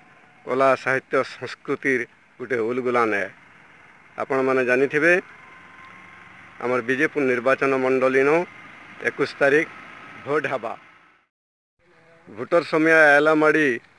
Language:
Sambalpuri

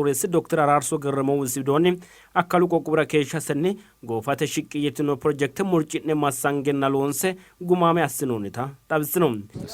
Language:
Sidamo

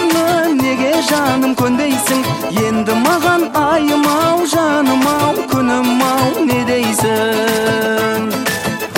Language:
Kazakh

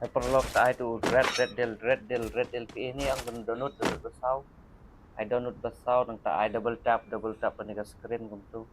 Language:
Khasi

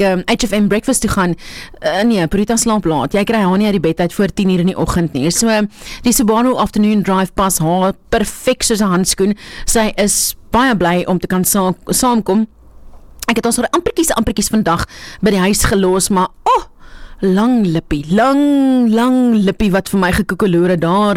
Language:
Afrikaans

